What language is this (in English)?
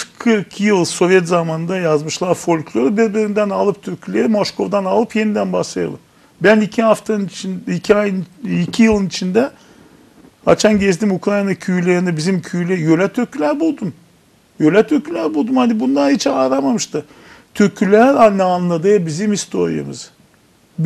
Gagauz